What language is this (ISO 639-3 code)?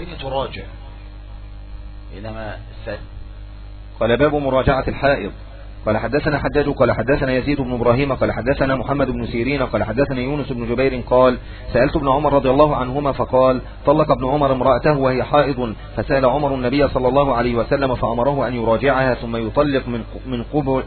ara